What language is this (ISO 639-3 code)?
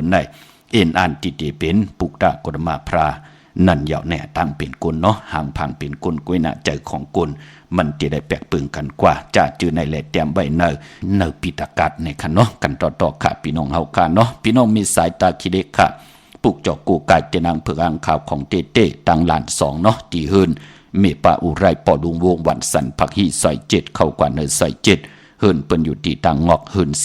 shn